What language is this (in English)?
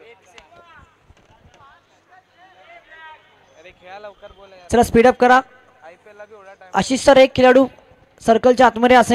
Marathi